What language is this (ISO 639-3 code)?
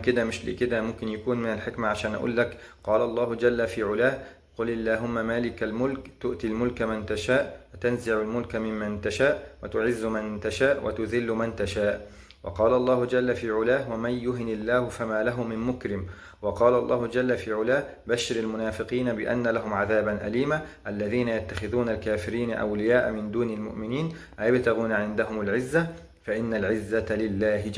arz